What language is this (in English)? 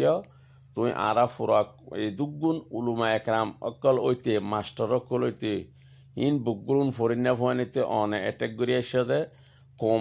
Rohingya